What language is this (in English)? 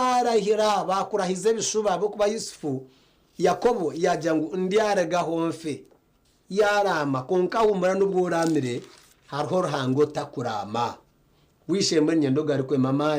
Nyankole